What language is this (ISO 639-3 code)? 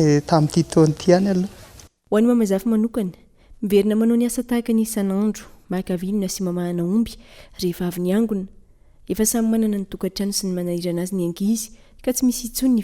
mlg